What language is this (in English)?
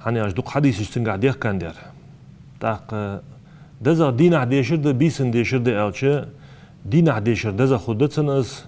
Ingush